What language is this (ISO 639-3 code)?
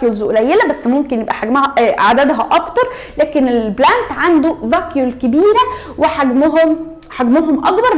arz